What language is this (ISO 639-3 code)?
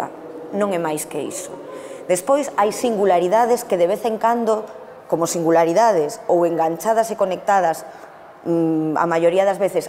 glg